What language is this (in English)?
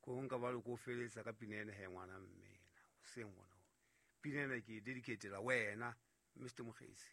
Southern Sotho